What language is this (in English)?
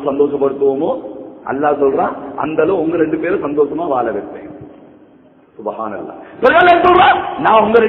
Tamil